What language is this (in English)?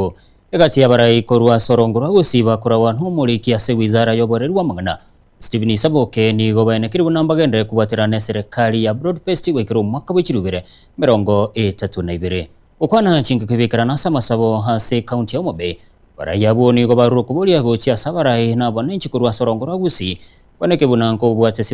Gusii